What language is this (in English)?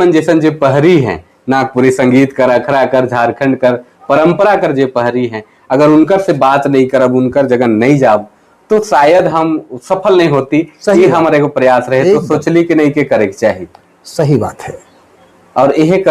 Sadri